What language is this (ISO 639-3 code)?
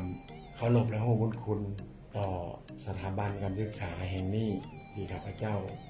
lao